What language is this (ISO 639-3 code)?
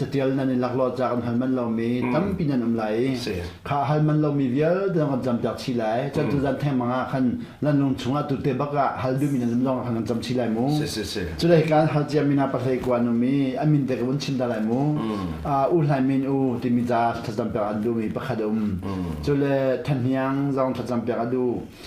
cnh